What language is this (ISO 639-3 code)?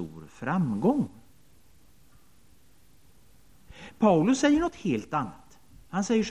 swe